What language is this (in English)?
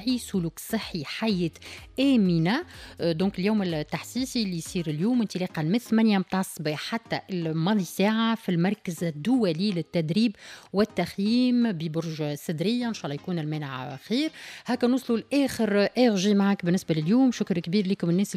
Tunisian Arabic